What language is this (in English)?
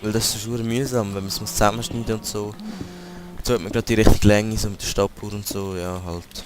Swiss German